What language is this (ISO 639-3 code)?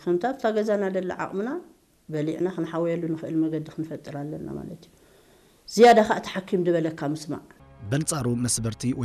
tir